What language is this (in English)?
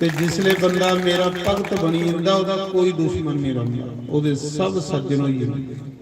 Dogri